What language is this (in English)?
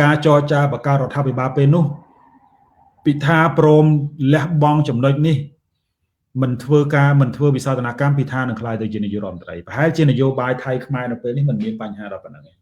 Khmer